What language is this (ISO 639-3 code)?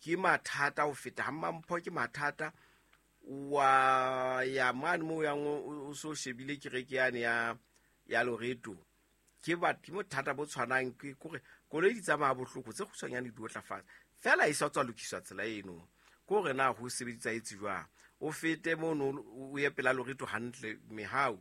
sot